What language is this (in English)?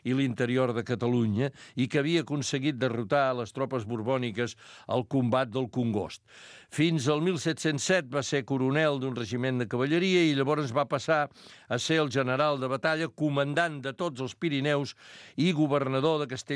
Catalan